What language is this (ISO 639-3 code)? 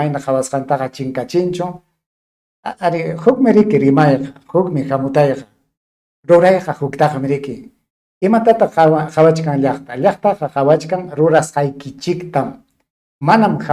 quy